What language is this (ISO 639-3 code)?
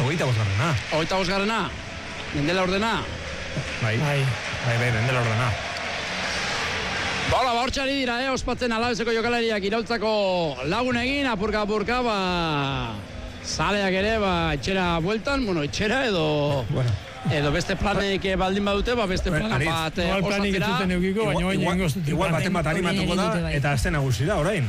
eus